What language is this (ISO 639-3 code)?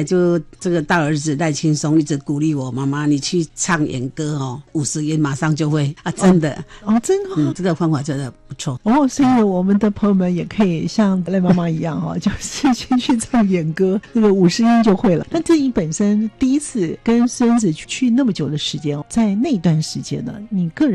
zho